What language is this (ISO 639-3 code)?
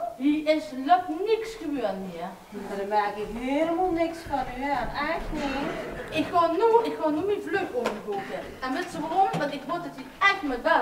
lim